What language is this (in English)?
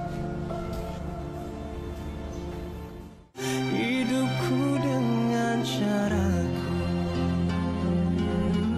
Malay